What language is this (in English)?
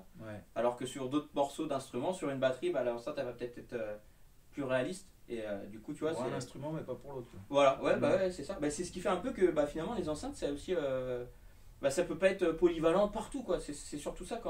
French